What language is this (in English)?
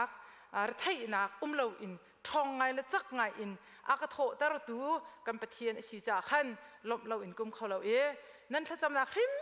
Hakha Chin